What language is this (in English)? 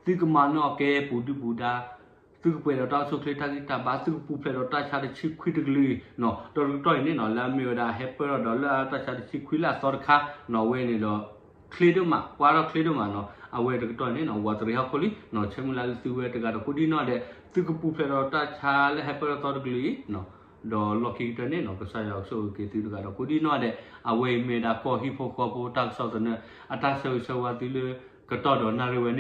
S'gaw Karen